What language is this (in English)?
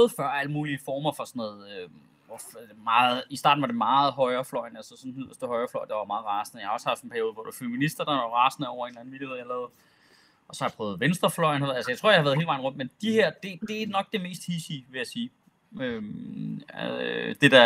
Danish